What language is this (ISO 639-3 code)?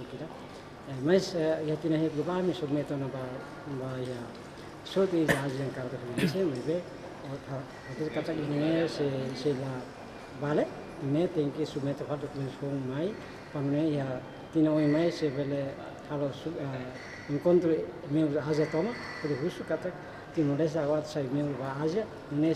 tet